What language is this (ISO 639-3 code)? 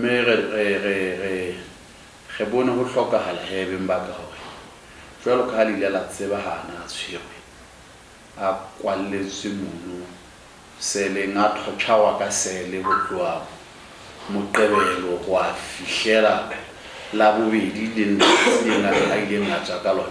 sot